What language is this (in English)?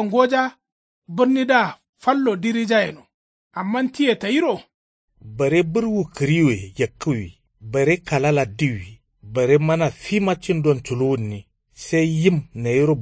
Kanuri